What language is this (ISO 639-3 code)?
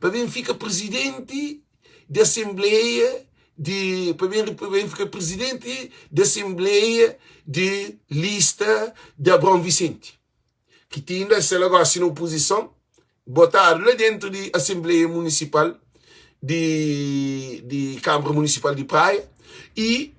kea